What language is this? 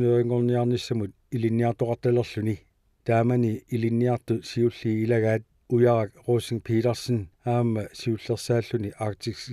Kalaallisut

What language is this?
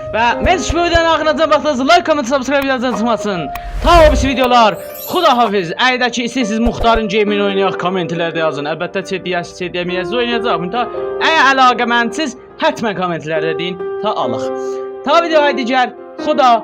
South Azerbaijani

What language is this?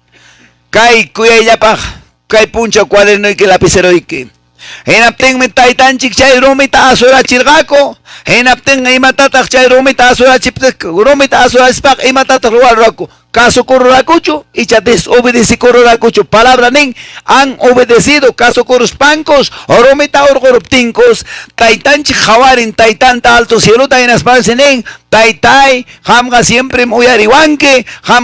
Quechua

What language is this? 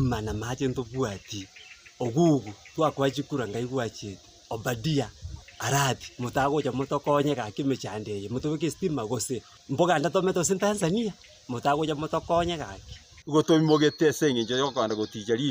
Gusii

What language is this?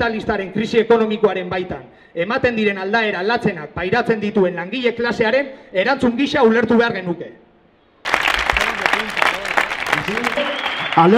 Basque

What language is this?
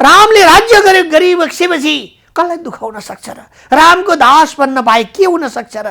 Nepali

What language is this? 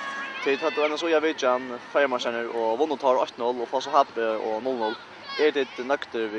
Faroese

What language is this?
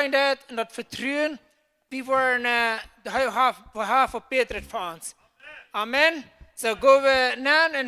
Plautdietsch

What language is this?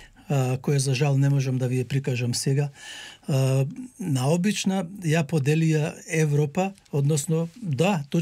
Macedonian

